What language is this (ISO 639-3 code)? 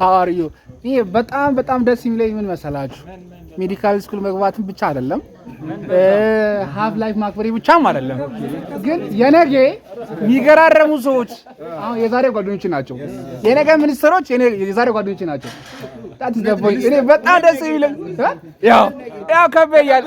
amh